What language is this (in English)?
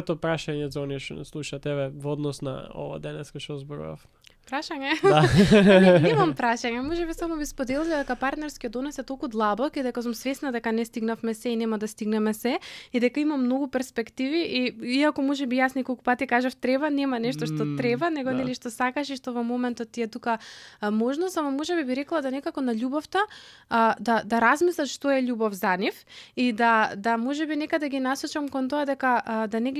Macedonian